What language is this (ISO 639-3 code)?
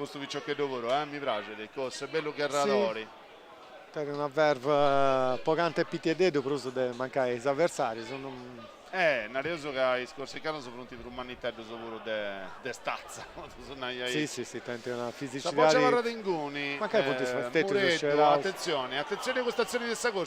srd